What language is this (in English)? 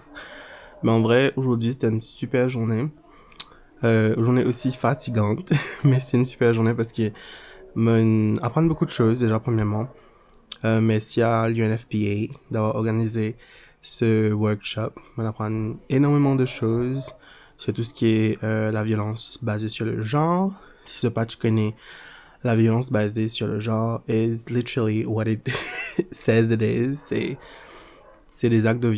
Morisyen